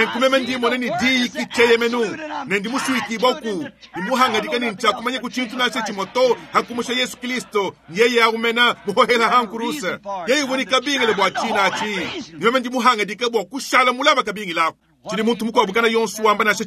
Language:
Luba-Lulua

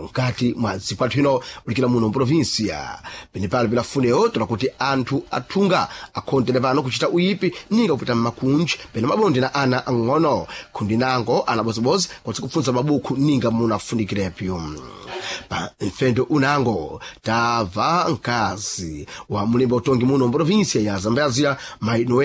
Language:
Sena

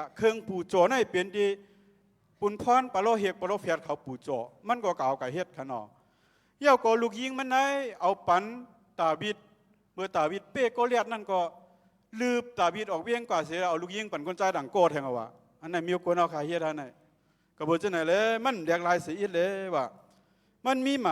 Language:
Shan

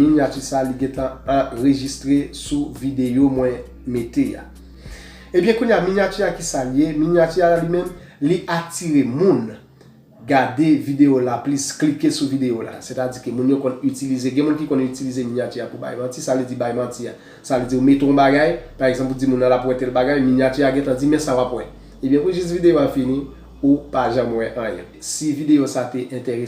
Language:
Haitian Creole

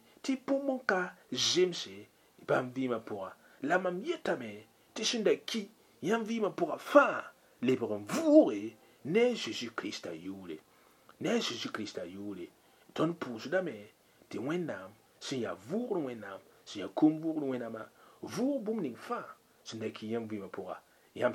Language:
Mossi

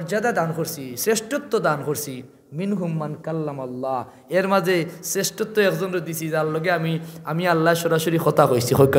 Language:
Sylheti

